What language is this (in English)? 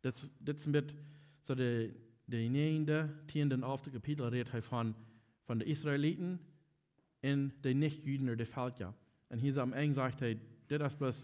Plautdietsch